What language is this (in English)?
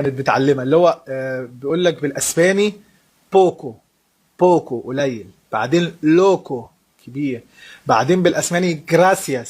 Egyptian Arabic